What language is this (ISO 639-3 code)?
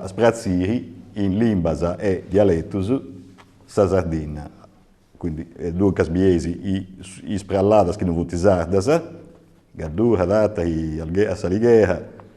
srd